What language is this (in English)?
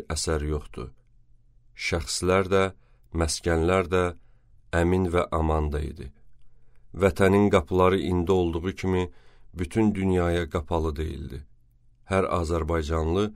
Azerbaijani